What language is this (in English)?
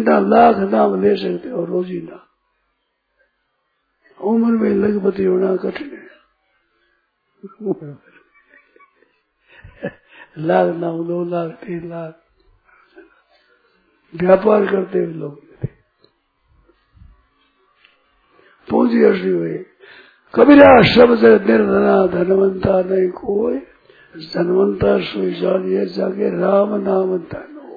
Hindi